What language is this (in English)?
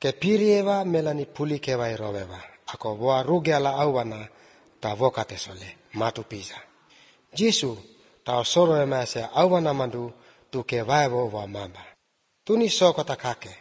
Croatian